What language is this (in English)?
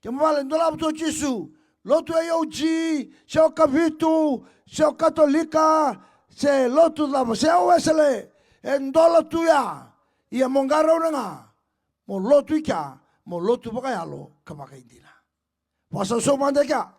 Fijian